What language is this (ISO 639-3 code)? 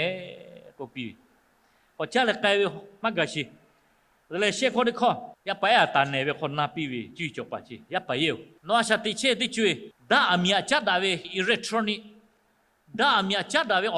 lhu